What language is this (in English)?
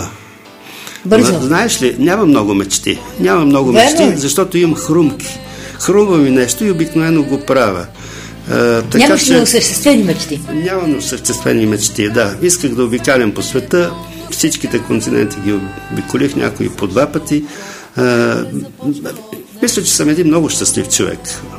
Bulgarian